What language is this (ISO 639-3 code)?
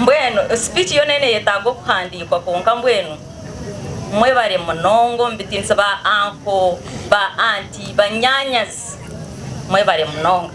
nyn